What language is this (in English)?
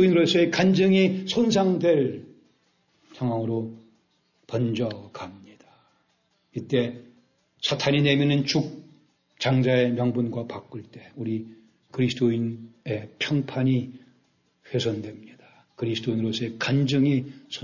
Korean